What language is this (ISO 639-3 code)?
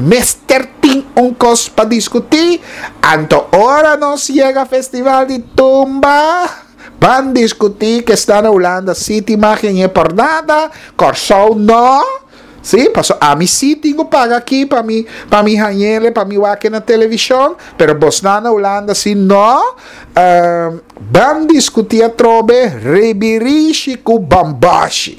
pap